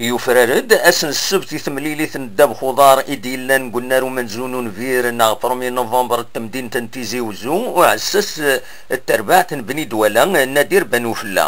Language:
Kabyle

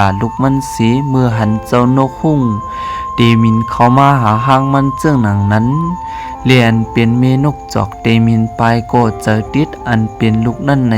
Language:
Shan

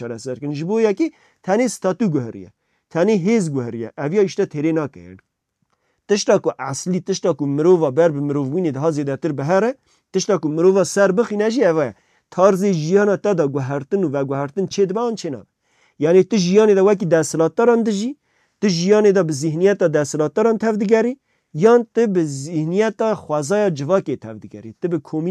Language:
Kurdish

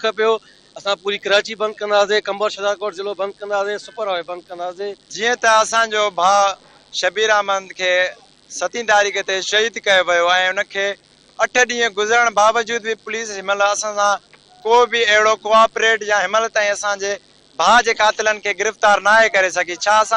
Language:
Sindhi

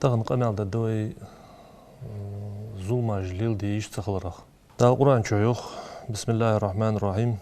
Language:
Ingush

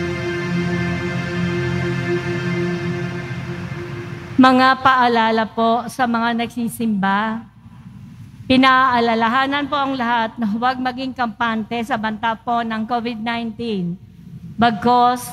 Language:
Filipino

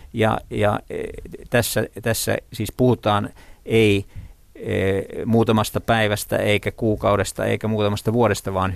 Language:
Finnish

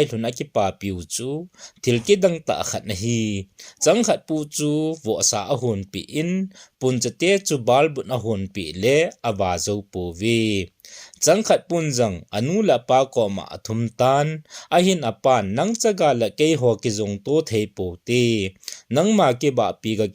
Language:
Thado Chin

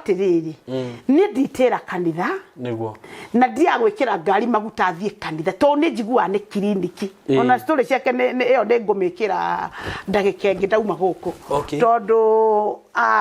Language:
Kikuyu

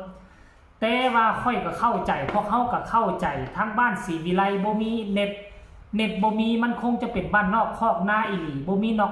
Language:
Northeastern Thai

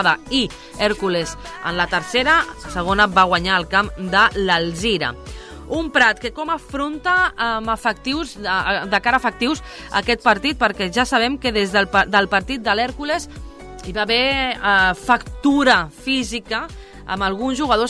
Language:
Catalan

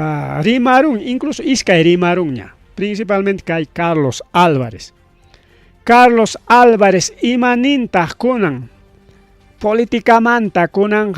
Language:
Ayacucho Quechua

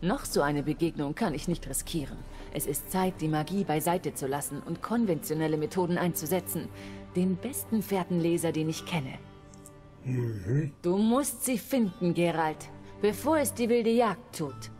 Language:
Swiss German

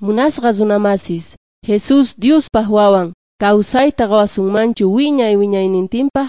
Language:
Quechua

